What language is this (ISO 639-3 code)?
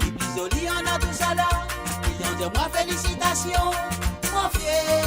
mfe